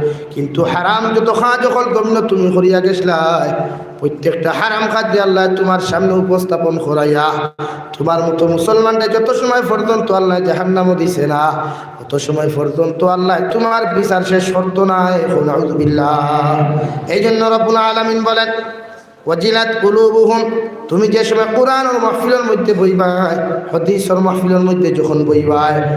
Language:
Sylheti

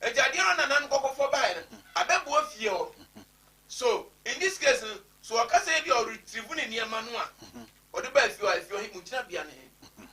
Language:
Akan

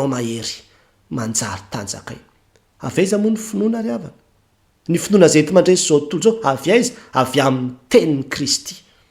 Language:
Malagasy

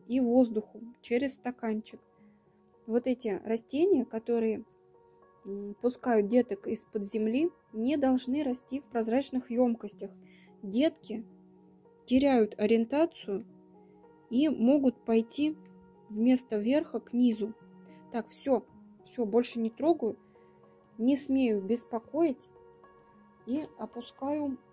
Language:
Russian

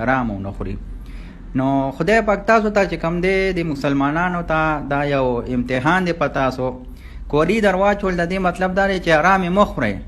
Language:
Pashto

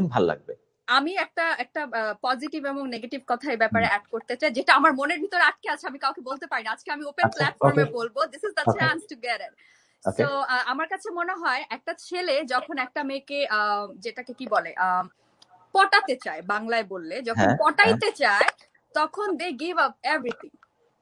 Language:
Bangla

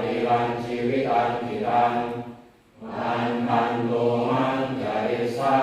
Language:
Pali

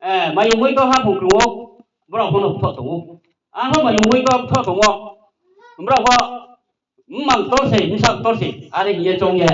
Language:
Riang (India)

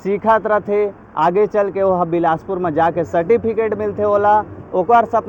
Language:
Chhattisgarhi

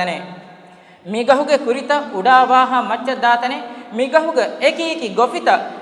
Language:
Divehi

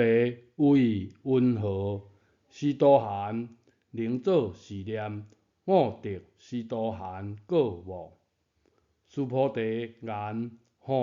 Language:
Min Nan Chinese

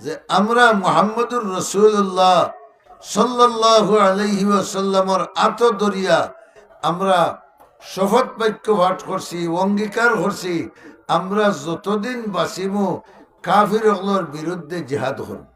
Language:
Sylheti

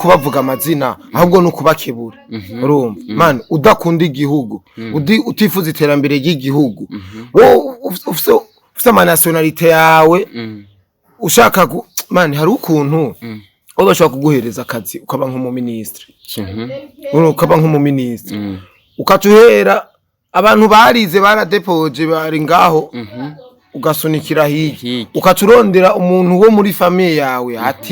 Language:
Rundi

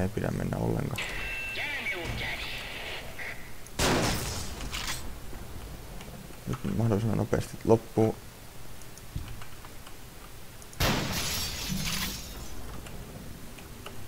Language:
Finnish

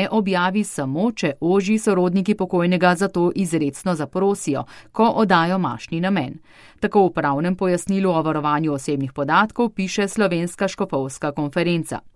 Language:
Slovenian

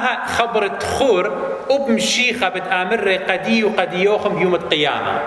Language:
Assyrian Neo-Aramaic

